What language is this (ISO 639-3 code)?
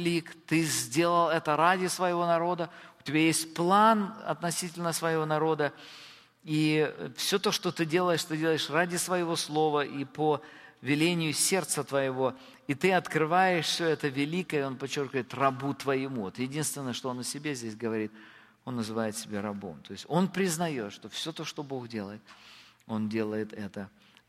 rus